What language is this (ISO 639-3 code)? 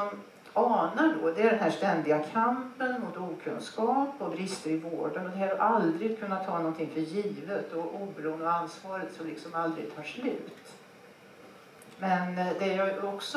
swe